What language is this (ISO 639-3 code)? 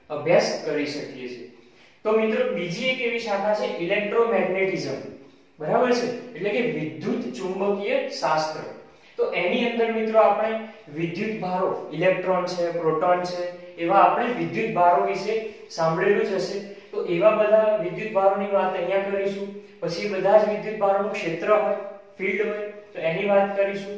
guj